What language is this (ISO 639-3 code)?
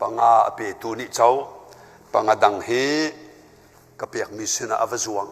cnh